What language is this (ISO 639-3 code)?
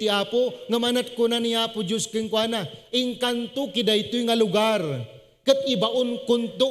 ilo